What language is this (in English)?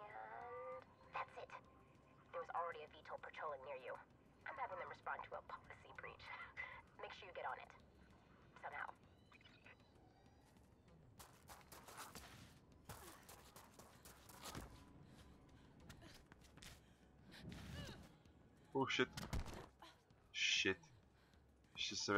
Czech